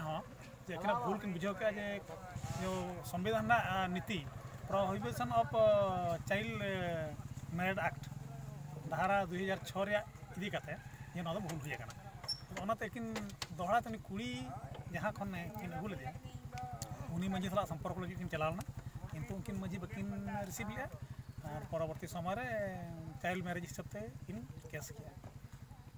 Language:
Santali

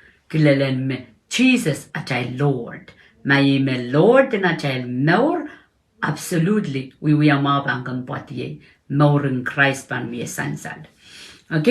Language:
Pohnpeian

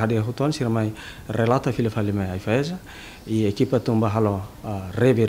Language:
Tetum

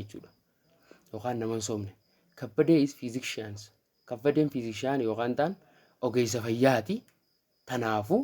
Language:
Oromo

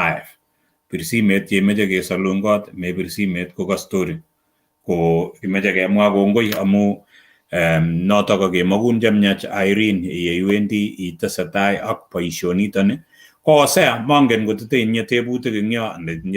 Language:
Kalenjin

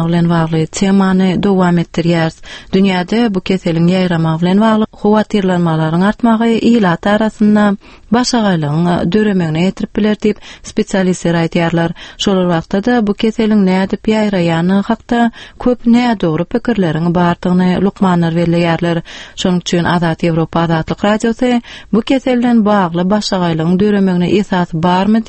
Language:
Turkmen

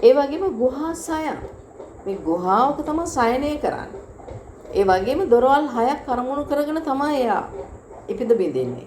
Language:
Sinhala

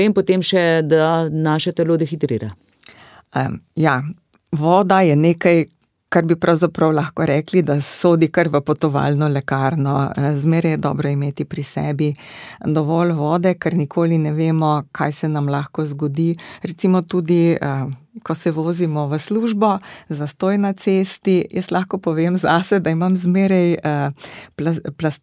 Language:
Slovenian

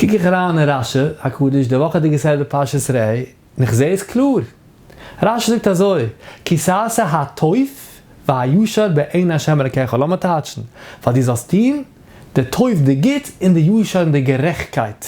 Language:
Yiddish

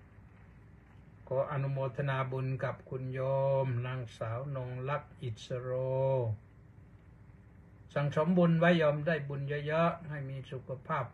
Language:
Thai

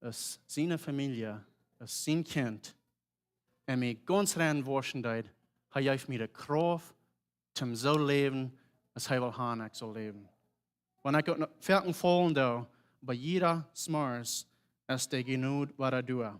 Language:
Plautdietsch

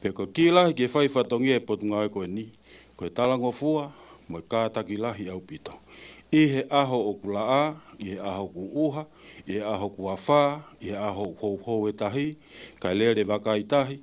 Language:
Tongan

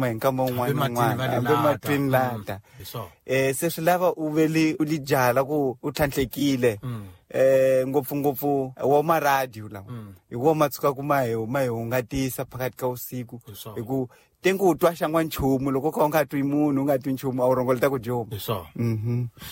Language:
Tsonga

